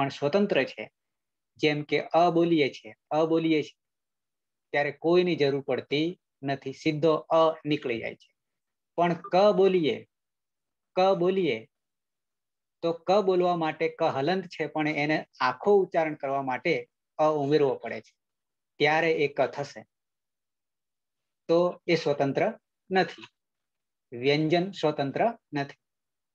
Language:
Gujarati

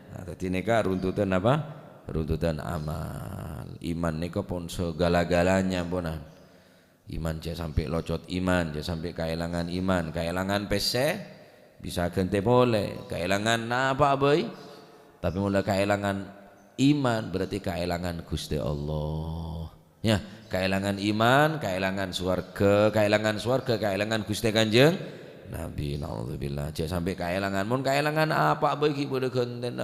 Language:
Madurese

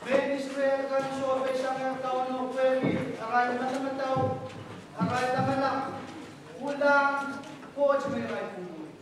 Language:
Pohnpeian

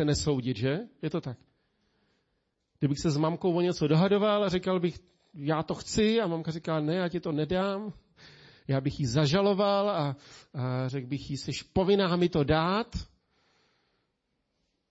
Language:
Czech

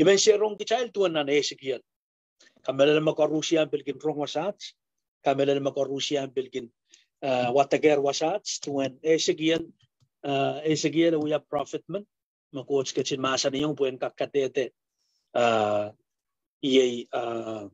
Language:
Pohnpeian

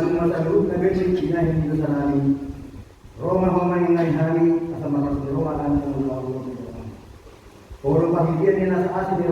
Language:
Batak Toba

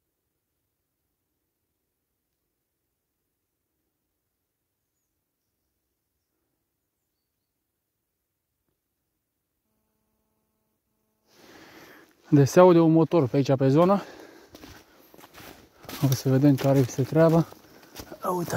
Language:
Romanian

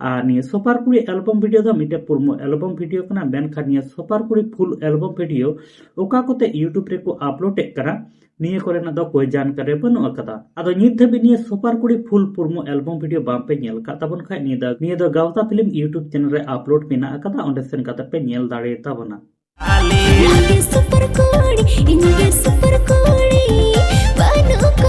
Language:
Santali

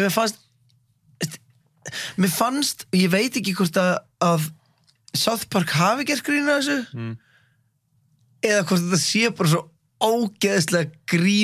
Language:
Icelandic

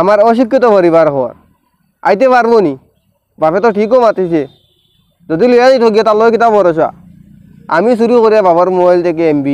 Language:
Sylheti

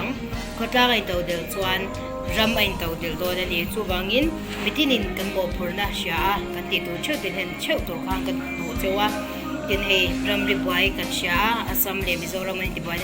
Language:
Mizo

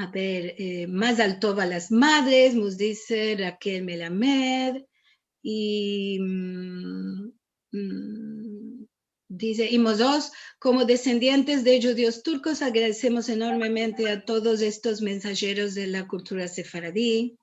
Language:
Ladino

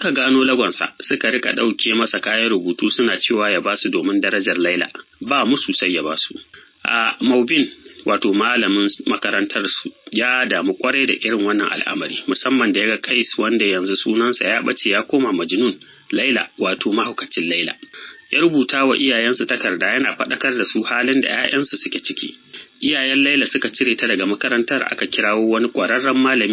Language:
Hausa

